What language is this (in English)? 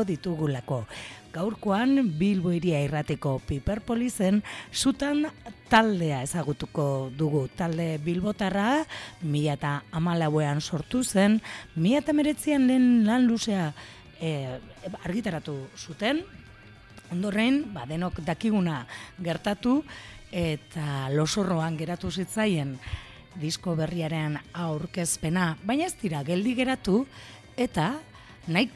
Basque